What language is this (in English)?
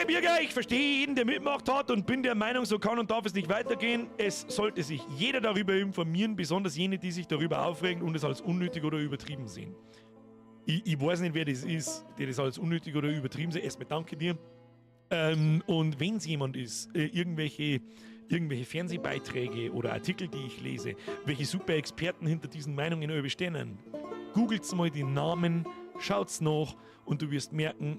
Bavarian